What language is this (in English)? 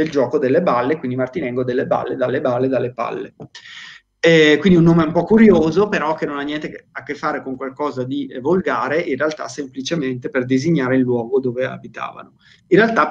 Italian